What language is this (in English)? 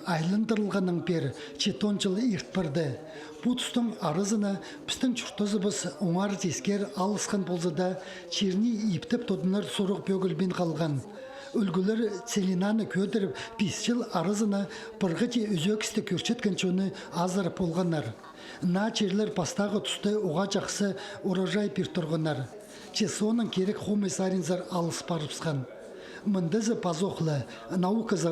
Khakas